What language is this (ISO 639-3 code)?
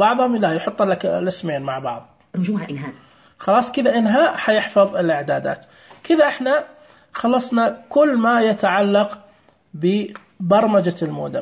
ars